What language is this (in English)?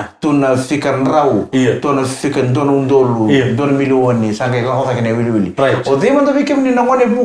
Fijian